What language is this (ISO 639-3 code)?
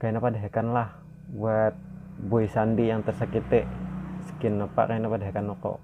bjn